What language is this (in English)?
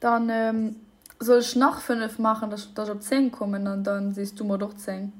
Luxembourgish